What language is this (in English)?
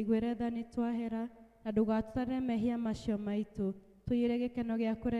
Kikuyu